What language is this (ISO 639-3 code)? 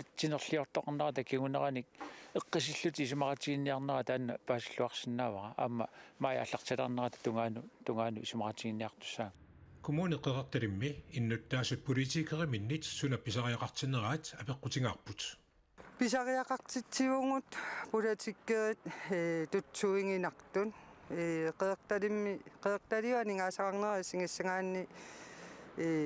kal